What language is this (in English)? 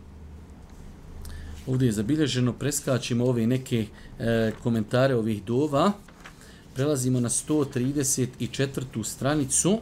Bosnian